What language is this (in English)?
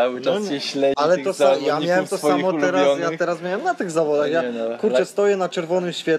Polish